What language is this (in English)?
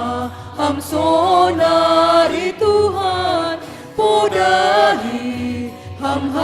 Batak Simalungun